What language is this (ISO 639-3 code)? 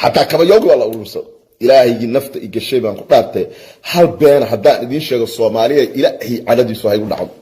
som